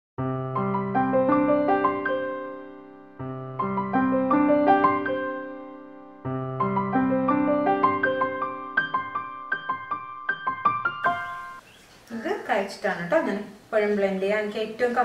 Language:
Malayalam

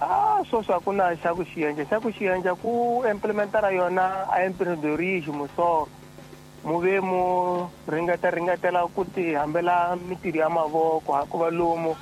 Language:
Tsonga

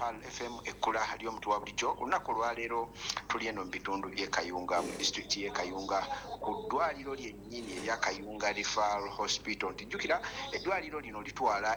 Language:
Ganda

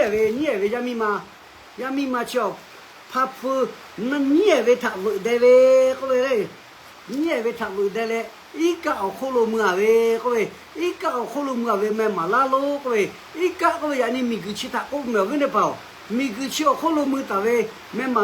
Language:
Lahu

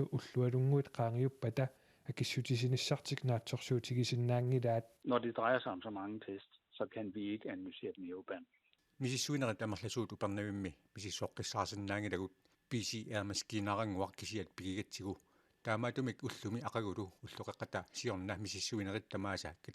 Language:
Kalaallisut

